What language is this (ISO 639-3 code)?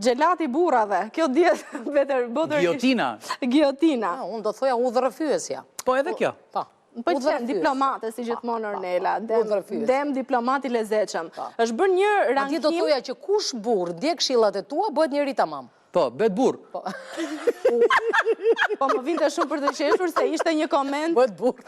sqi